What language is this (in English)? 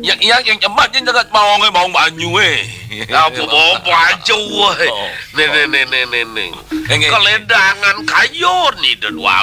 Balinese